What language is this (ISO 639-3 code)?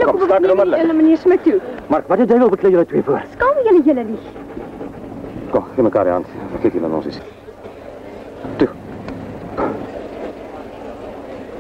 afr